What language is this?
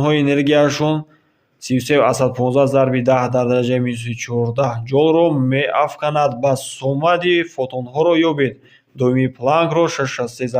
Tajik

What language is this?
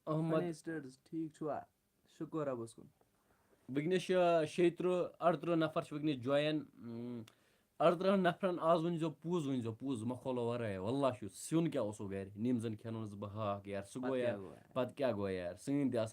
Kashmiri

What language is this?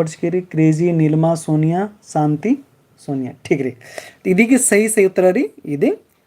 Kurukh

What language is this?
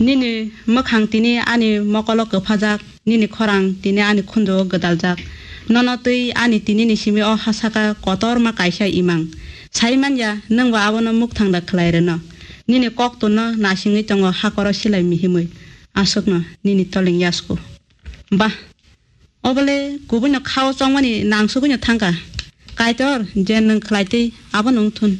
Kok Borok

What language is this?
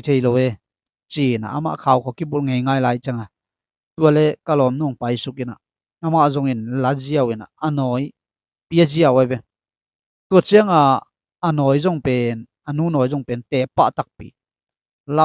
Tedim Chin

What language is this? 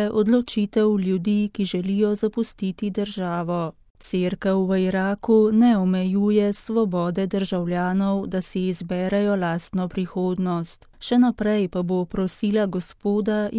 Slovenian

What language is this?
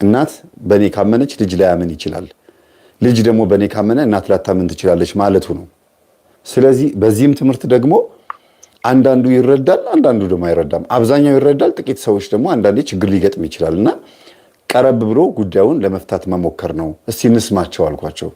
Amharic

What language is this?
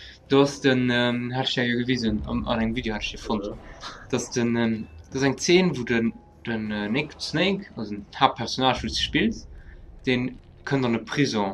Luxembourgish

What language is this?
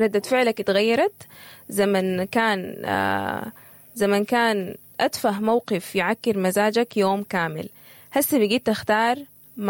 Sudanese Arabic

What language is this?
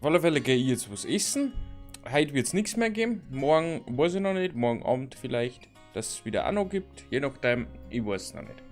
Bavarian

